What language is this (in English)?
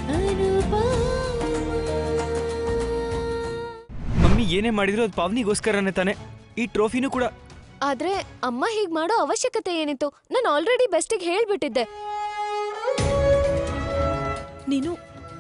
Kannada